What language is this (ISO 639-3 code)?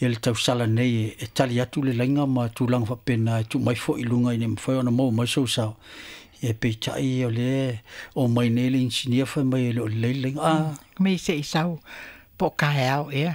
smo